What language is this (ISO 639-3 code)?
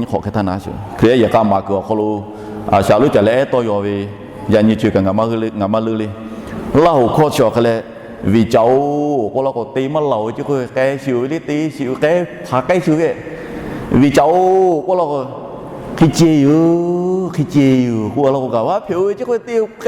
lhu